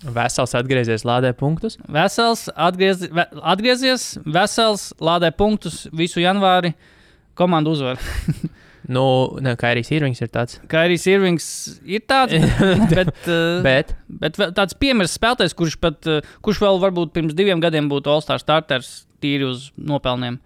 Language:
Latvian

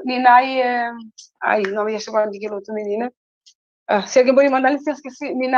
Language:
Kabuverdianu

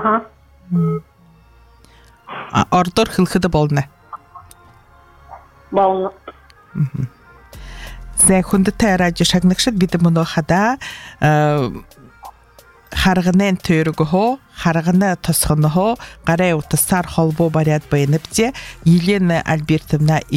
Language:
Buriat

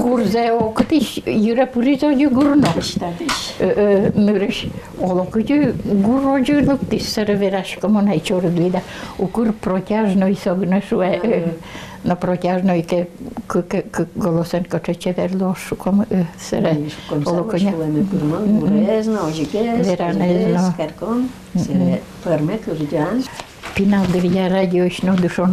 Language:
Udmurt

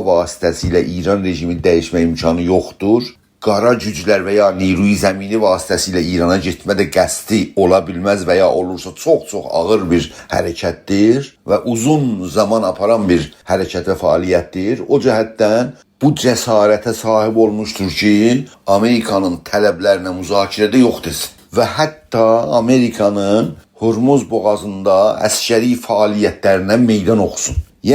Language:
South Azerbaijani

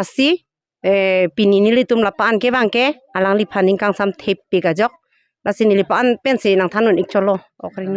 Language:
Karbi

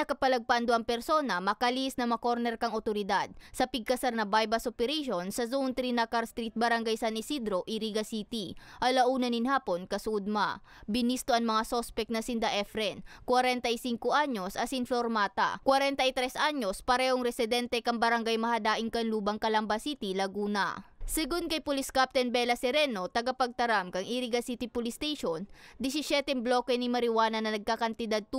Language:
Bikol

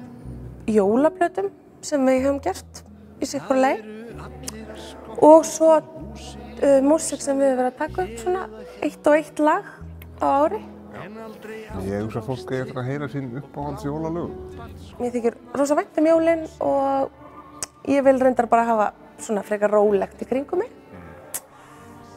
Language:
Icelandic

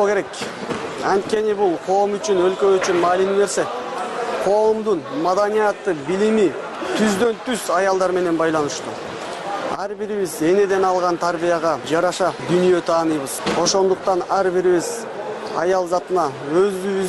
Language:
Kyrgyz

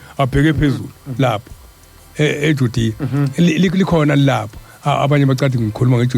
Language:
Zulu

